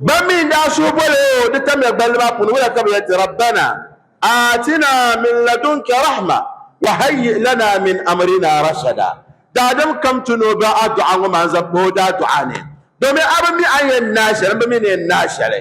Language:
Dagbani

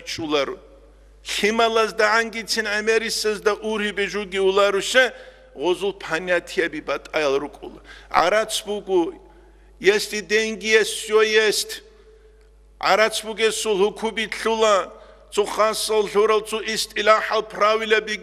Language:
Avaric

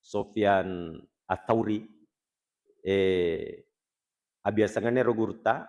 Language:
Buginese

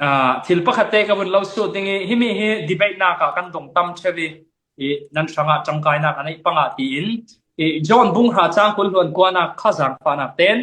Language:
Falam Chin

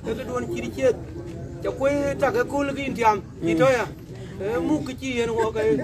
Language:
Dinka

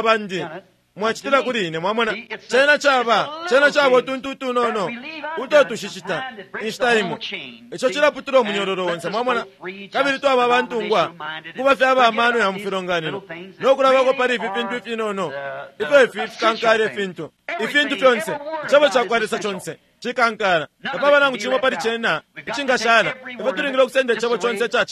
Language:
Bemba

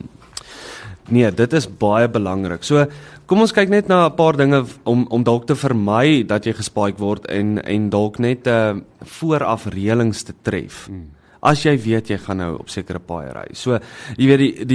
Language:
Afrikaans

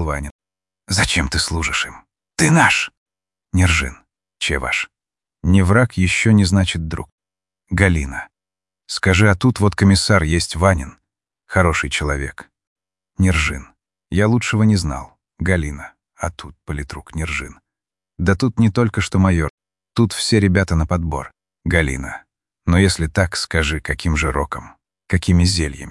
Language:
Russian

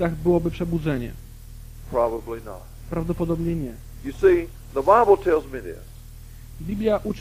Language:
Polish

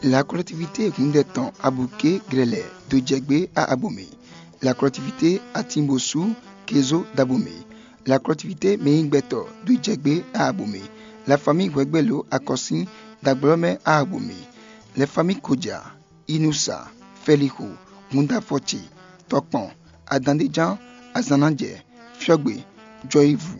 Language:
Fon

